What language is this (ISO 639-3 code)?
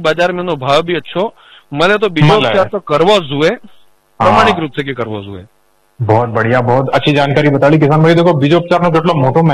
guj